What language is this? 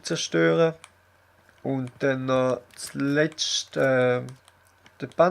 Swiss German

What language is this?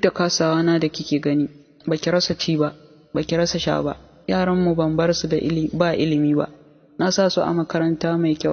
Hausa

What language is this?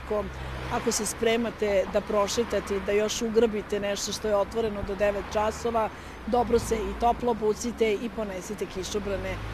Serbian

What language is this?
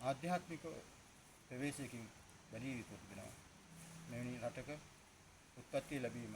Sinhala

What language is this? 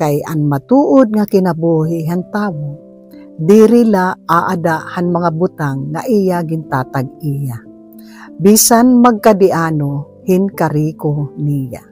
Waray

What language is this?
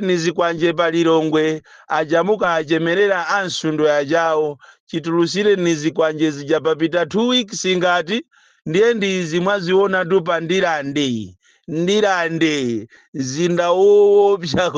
Nyanja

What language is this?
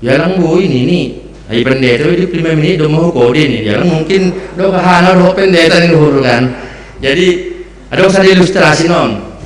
Batak Simalungun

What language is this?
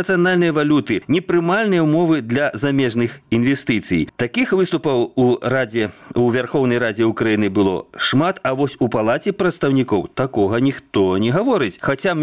Belarusian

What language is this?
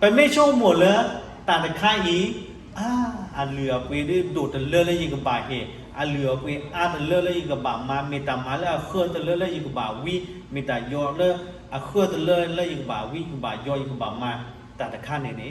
S'gaw Karen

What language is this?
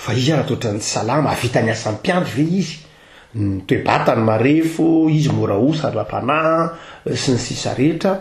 Malagasy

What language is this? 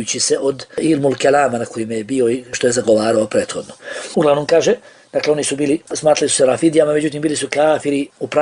Bosnian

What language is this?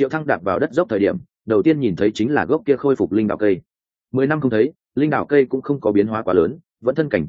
Vietnamese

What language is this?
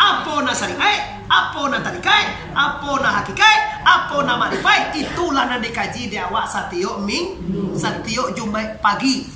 Minangkabau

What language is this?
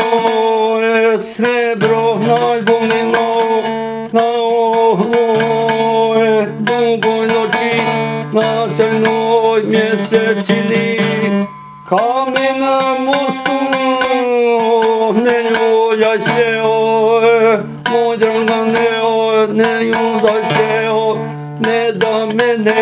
Bosnian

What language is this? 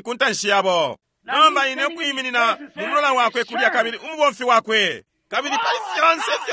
Bemba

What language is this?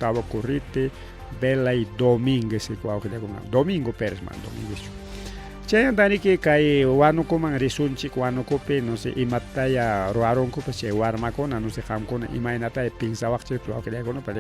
Ayacucho Quechua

